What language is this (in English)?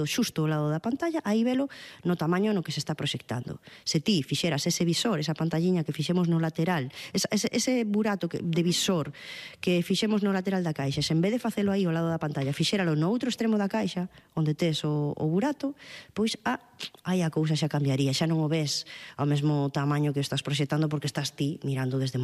Galician